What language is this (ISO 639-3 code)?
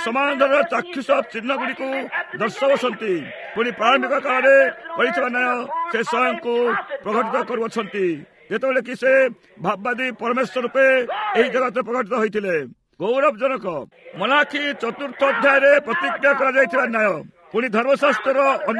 ori